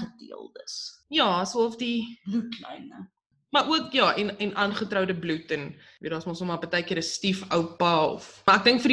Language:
Afrikaans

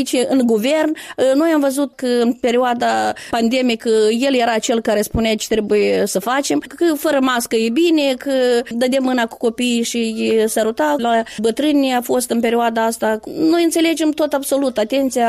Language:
Romanian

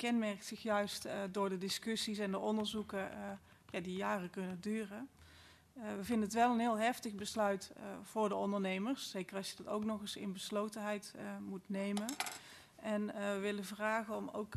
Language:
Dutch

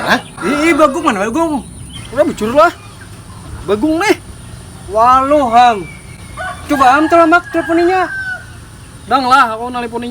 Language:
Banjar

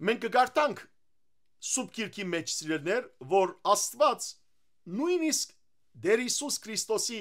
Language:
Western Armenian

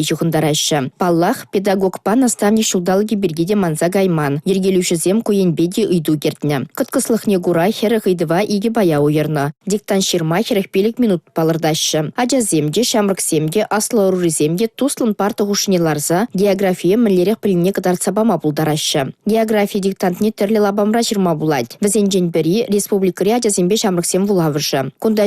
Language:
Chuvash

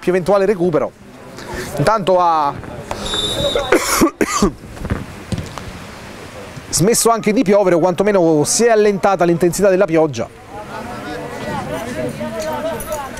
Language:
Italian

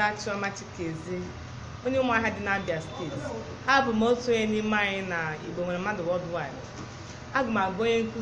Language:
Igbo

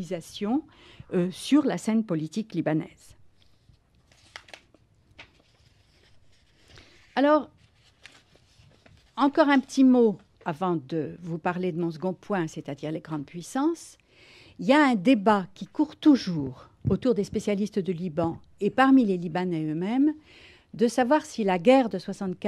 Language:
French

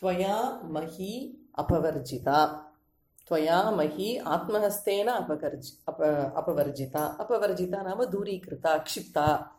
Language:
Sanskrit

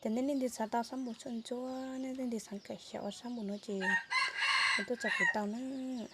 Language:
Hmong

